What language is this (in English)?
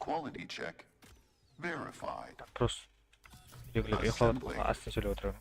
Kara-Kalpak